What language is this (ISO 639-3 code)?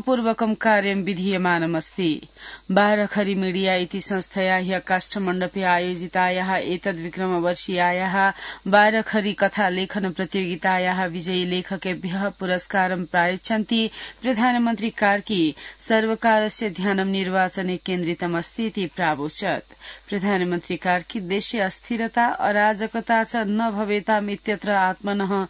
san